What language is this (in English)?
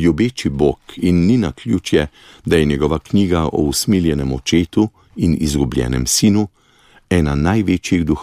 Slovenian